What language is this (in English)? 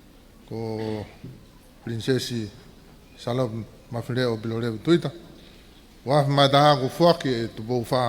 Tongan